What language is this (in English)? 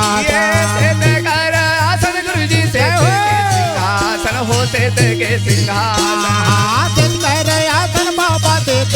Chhattisgarhi